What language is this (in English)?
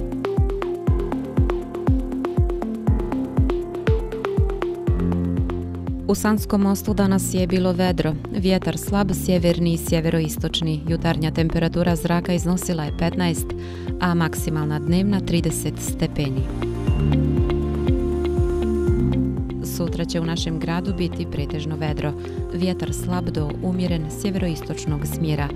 Bosnian